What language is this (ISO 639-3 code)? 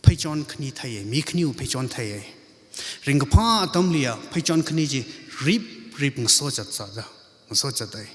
nmf